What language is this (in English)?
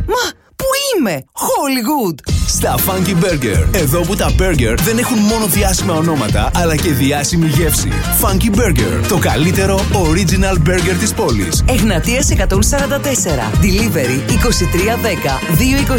Greek